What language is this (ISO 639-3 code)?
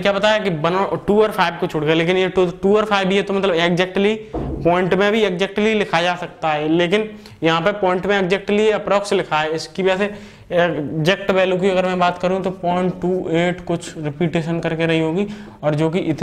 hin